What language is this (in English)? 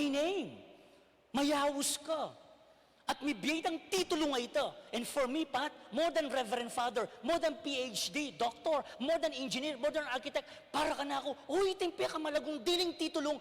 Pampanga